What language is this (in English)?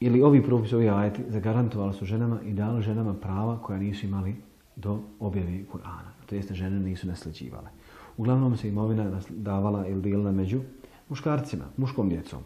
Bosnian